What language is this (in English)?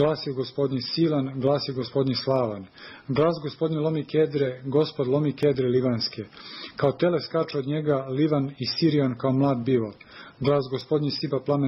Serbian